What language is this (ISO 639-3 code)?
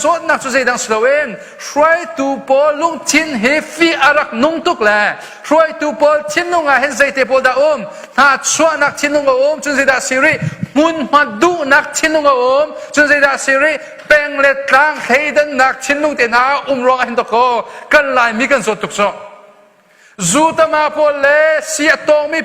cnh